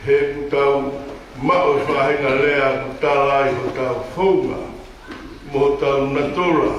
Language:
Tongan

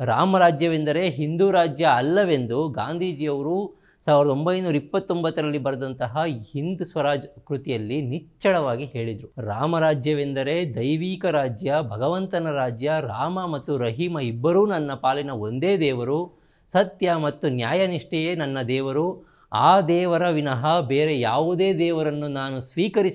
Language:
Kannada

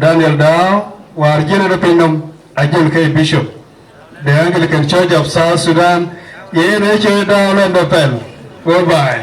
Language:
Dinka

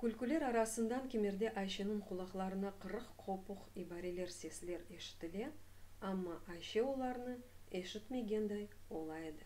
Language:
Crimean Tatar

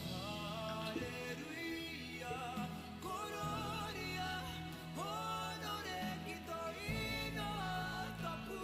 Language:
Māori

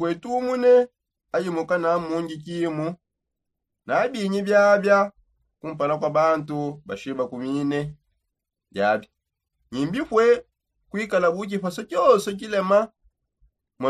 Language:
Songe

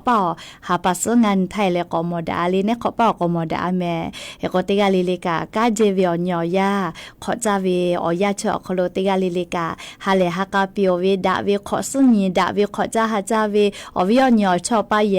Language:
Lahu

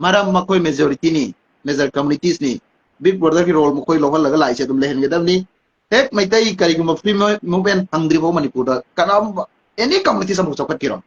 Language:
Manipuri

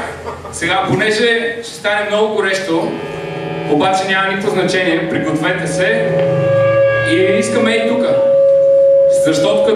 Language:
Bulgarian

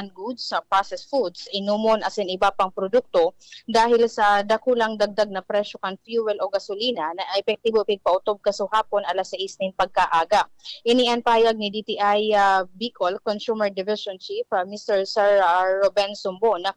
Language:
Bikol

